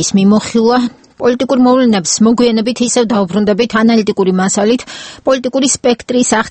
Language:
Georgian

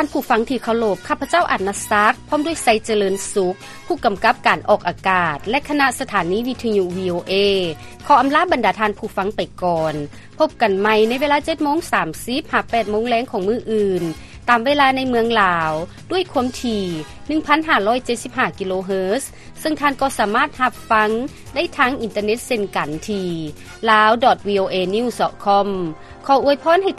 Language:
Lao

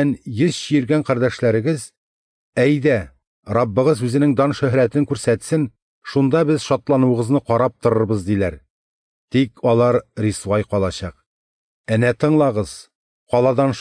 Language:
Tatar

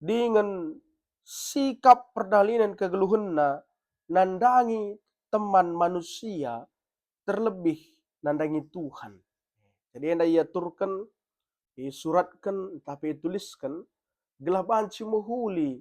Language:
Batak Karo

